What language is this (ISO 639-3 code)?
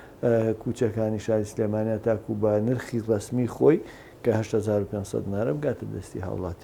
ckb